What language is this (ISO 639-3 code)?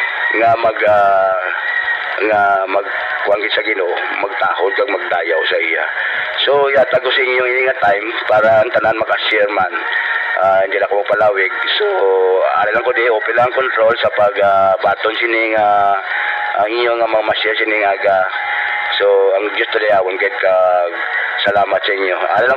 hil